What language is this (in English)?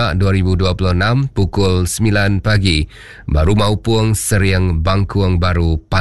Iban